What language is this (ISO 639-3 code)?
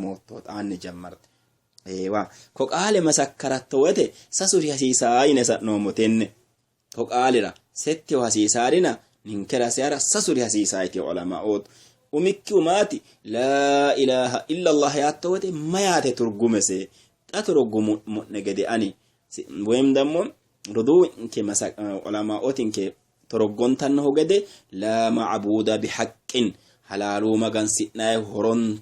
sid